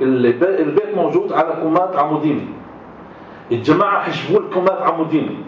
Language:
North Levantine Arabic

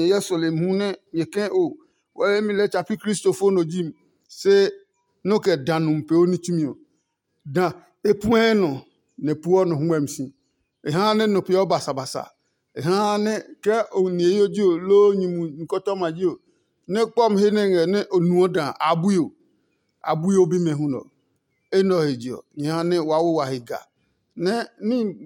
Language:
Adangme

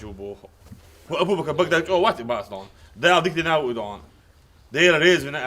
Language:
Chechen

